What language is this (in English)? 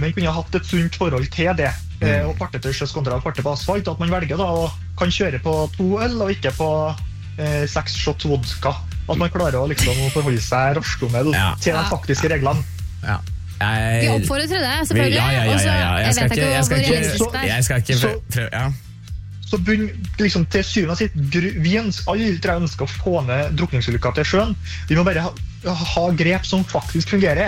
Norwegian